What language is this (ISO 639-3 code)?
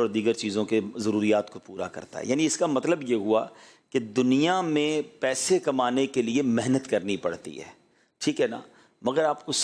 urd